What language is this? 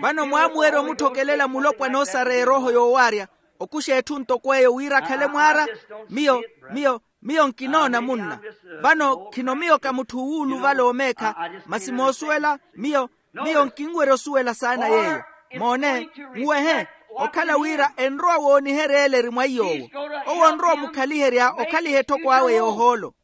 Makhuwa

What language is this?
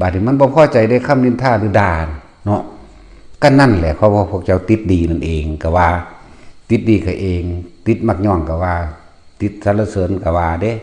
Northeastern Thai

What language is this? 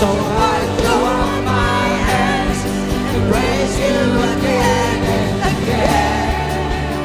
Hiligaynon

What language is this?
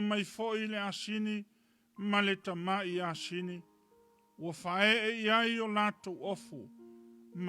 Samoan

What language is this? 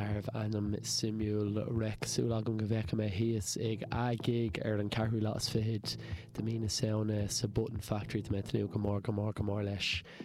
Irish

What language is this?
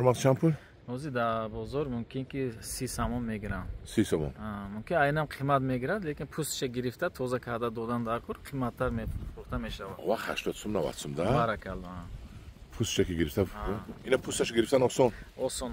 Tajik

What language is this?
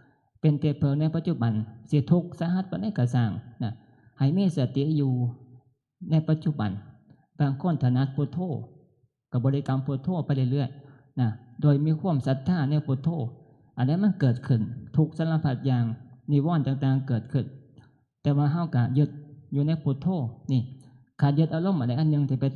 Northeastern Thai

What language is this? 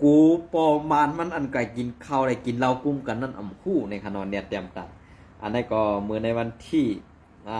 Shan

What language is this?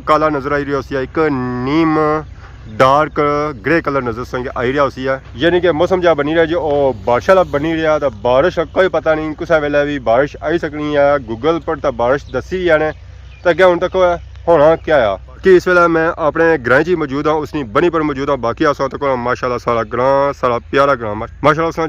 Pahari-Potwari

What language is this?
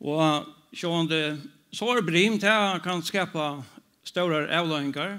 Faroese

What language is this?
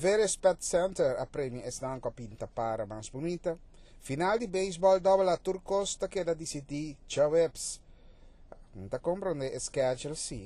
Papiamento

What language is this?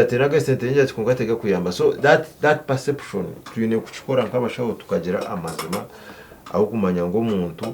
Nyankole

